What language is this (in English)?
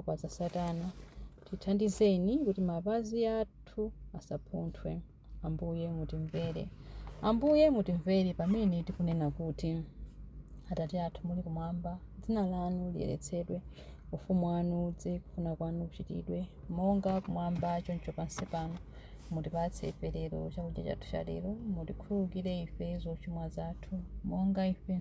Nyanja